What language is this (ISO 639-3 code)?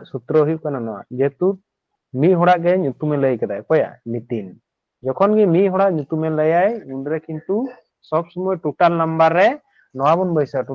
sat